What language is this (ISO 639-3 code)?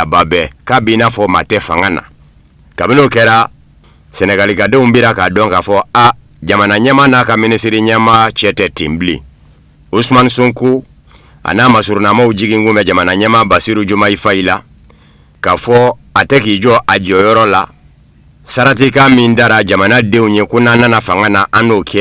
bam